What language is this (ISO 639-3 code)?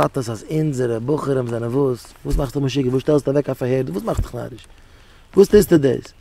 yid